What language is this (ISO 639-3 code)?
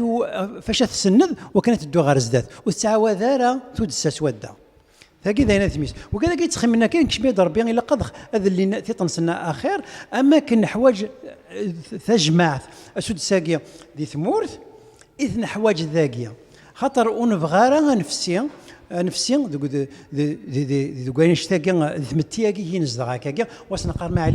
kab